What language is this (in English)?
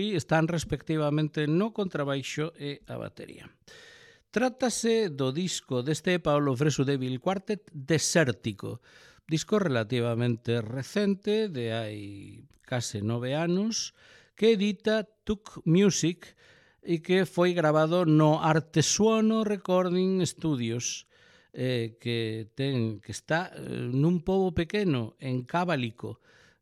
Galician